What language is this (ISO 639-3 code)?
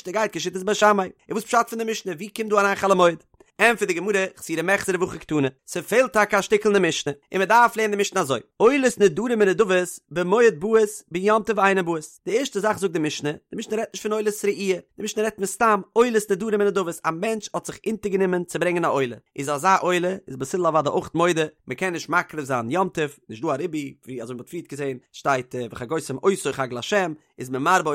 yid